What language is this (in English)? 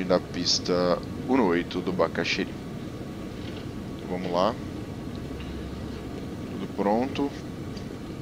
Portuguese